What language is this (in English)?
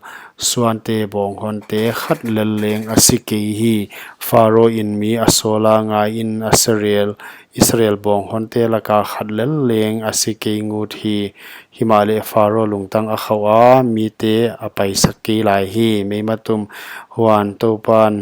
Paite Chin